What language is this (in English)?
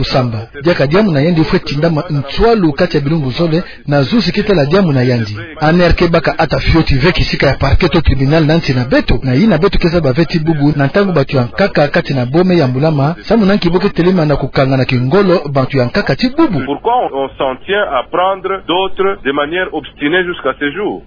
Kituba (Democratic Republic of Congo)